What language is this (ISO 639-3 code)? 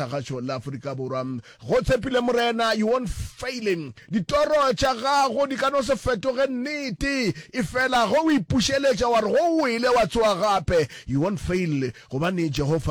nso